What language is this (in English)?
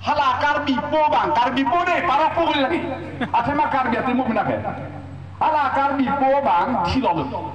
Karbi